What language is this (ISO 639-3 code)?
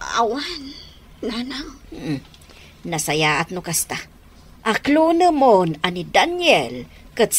ilo